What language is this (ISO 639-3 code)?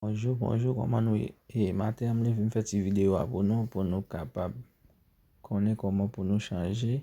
hat